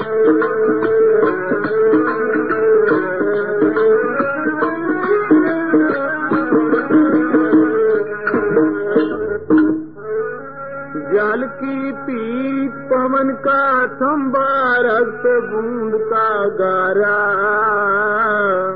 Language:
Punjabi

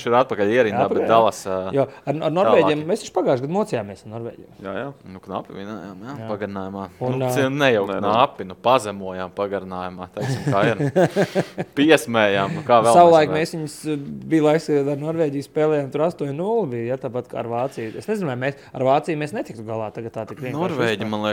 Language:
Latvian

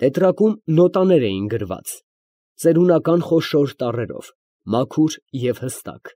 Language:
Armenian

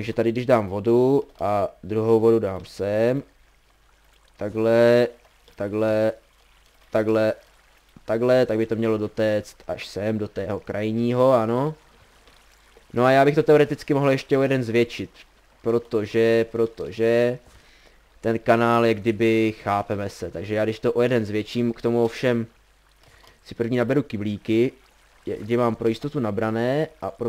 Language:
Czech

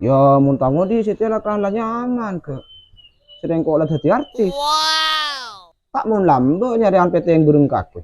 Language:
Madurese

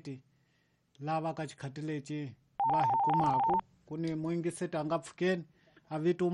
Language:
Tsonga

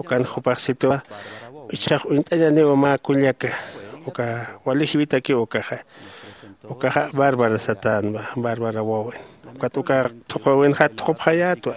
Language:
Aymara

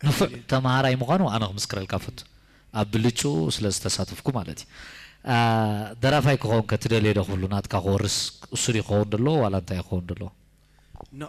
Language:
Tigrinya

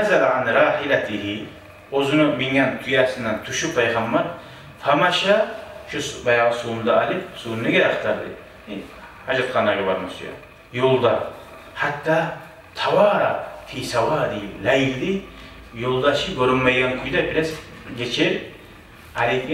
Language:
Kumyk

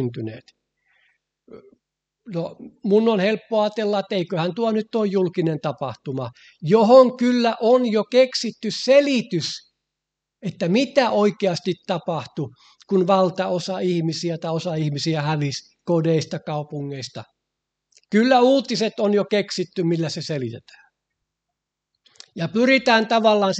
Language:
Finnish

